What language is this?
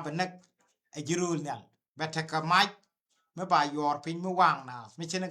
Nuer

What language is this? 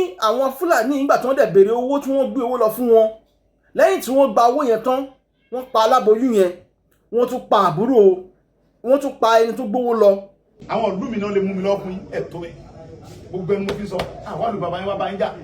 Yoruba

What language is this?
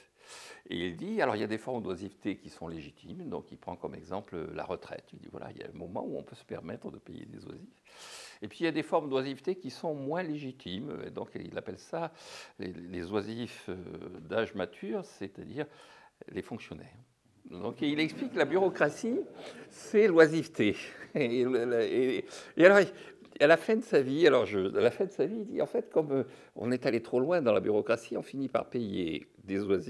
French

